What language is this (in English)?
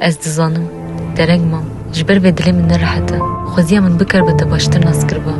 Kurdish